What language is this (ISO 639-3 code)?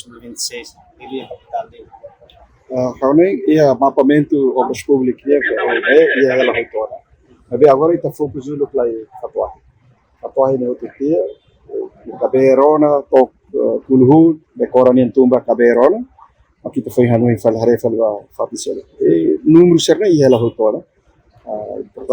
tet